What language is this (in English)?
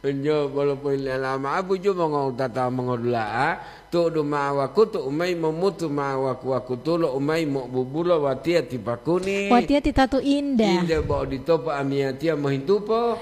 Gorontalo